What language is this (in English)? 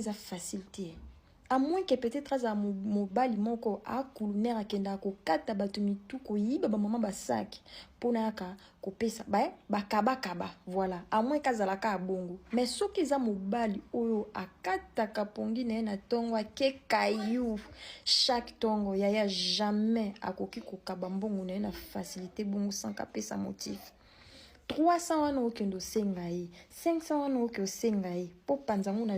Lingala